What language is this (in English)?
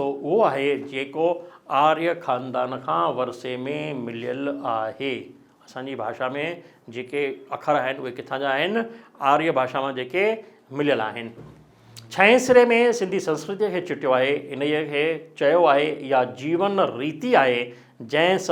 Sindhi